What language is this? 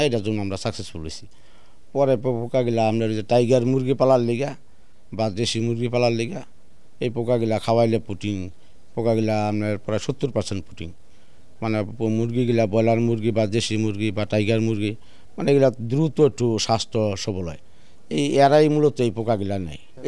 Bangla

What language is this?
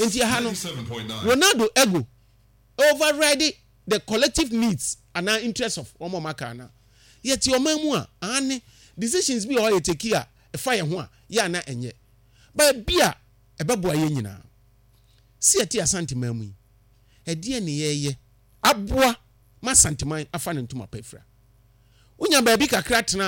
Akan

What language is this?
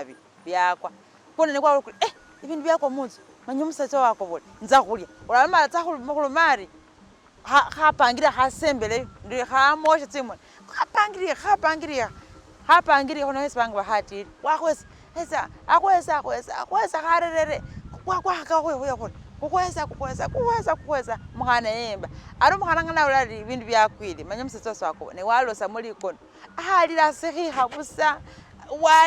Masaaba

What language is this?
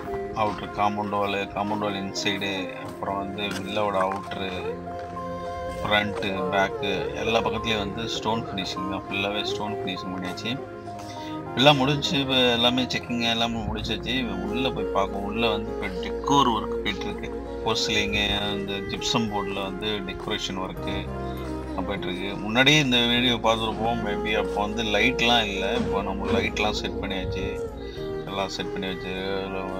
Tamil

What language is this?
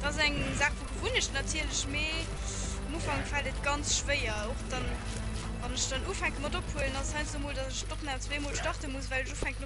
Luxembourgish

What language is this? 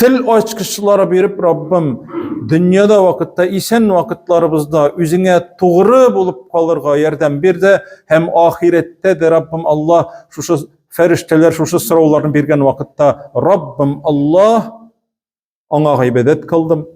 Tatar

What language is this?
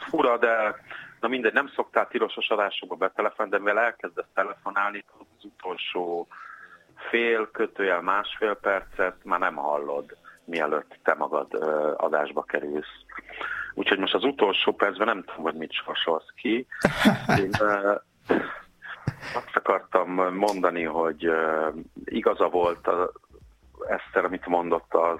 Hungarian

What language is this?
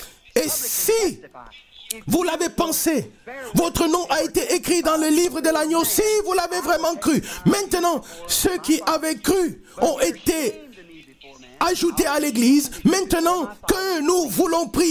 French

